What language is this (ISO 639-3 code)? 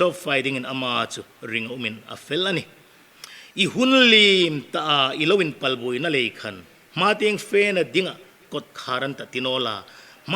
hmr